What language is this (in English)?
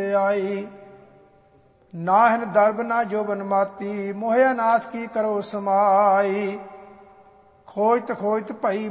Punjabi